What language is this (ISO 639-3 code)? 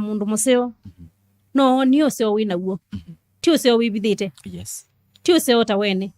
kam